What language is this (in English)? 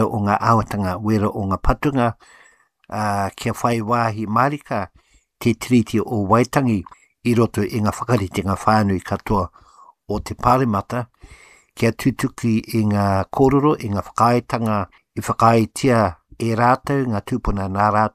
Māori